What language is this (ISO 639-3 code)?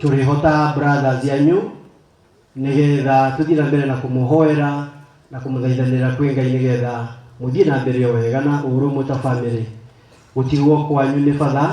kik